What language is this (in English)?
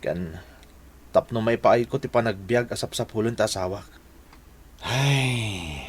Iloko